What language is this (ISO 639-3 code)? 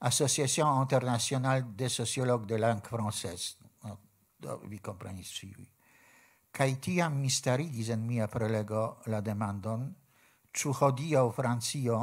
epo